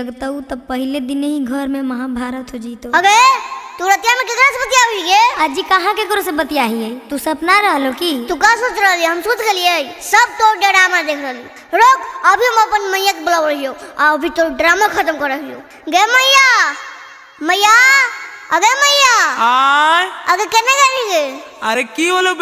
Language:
Magahi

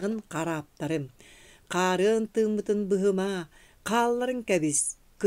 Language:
Yakut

